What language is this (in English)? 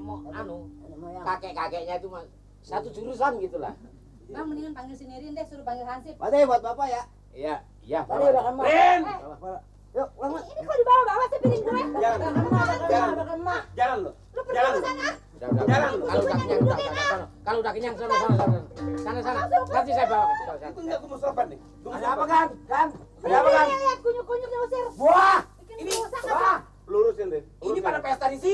Betawi